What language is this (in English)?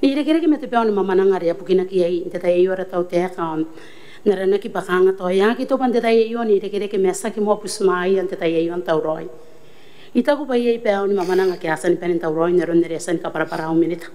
Gilbertese